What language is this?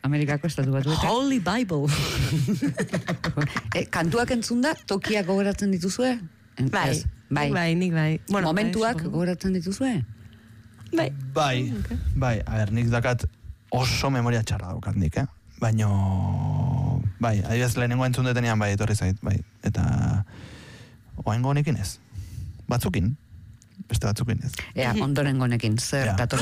Basque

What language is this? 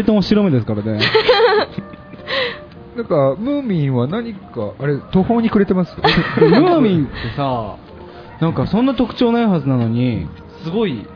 Japanese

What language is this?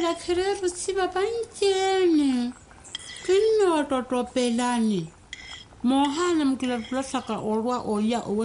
Makhuwa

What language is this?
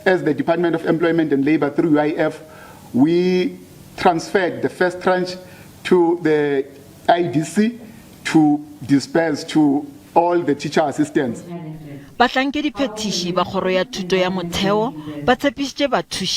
Northern Sotho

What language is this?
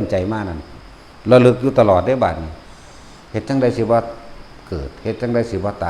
Northeastern Thai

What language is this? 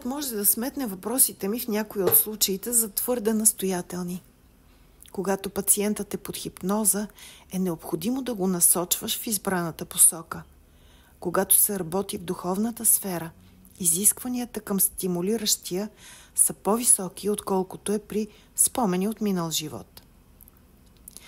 Bulgarian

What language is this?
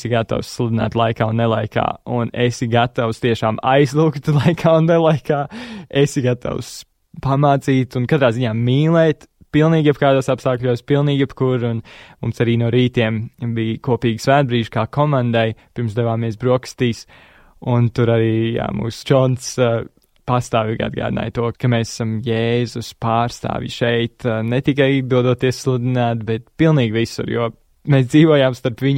Latvian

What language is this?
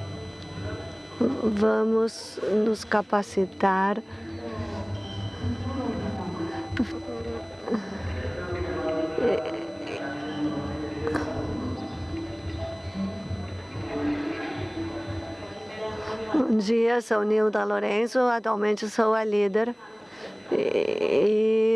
Portuguese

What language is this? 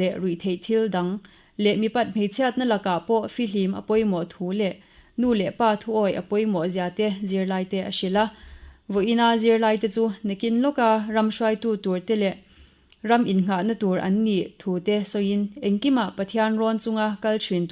Mizo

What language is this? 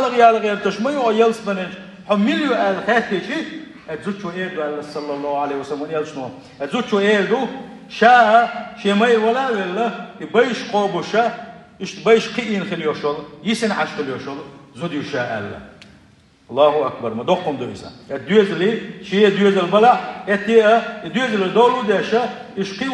Chechen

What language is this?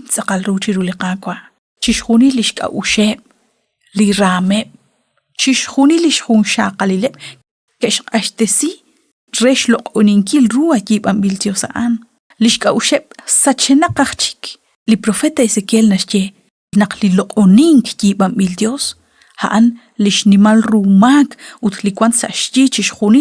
Kekchí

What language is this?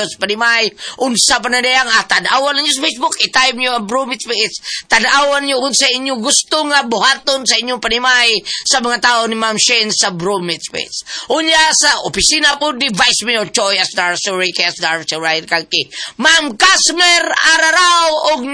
Cebuano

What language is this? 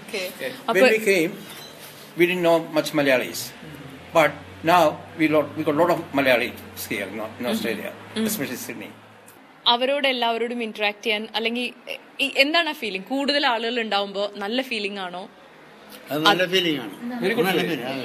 Malayalam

